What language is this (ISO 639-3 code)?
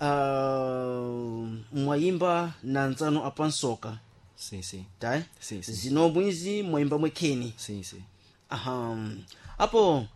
seh